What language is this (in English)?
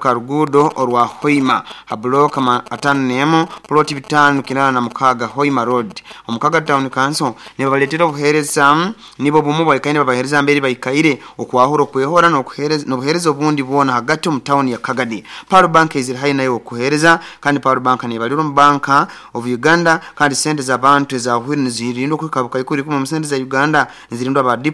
Nyoro